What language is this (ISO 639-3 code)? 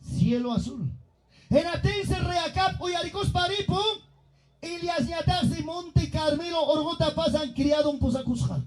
quy